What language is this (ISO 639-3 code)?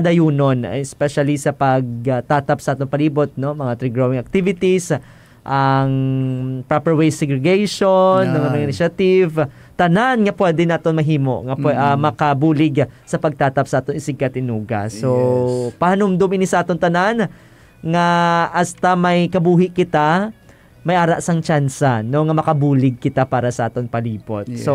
hil